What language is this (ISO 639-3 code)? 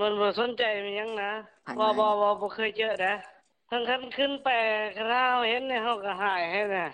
lao